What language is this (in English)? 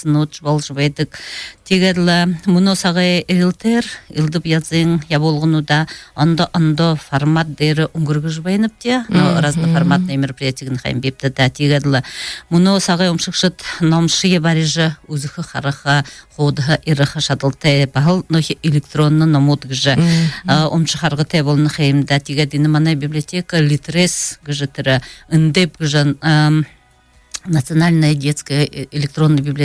Buriat